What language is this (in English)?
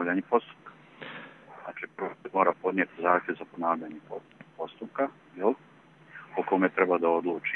Bosnian